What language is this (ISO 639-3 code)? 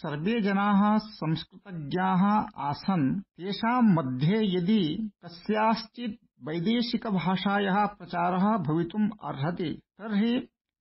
san